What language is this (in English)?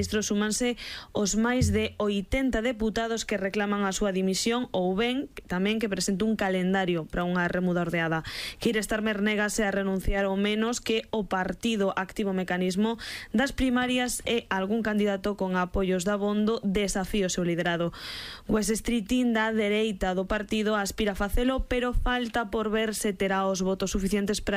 Galician